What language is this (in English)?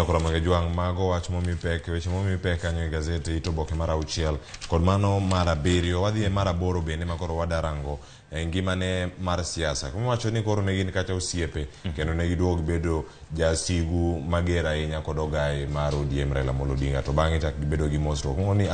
Luo (Kenya and Tanzania)